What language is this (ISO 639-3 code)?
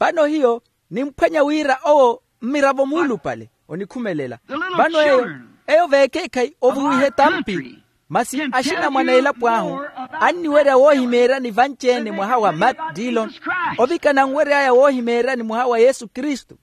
vmw